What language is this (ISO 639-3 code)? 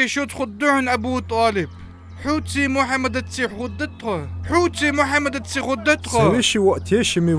inh